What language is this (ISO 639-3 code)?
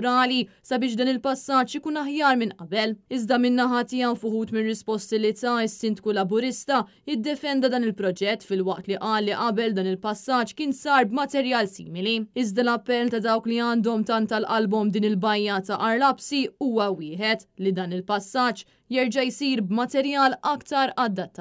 mlt